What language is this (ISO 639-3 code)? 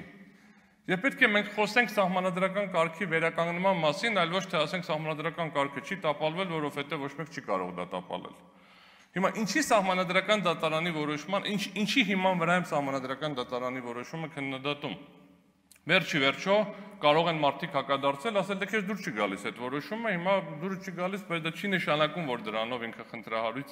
hye